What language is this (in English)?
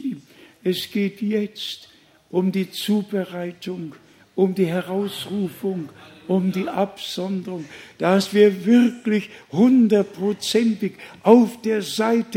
German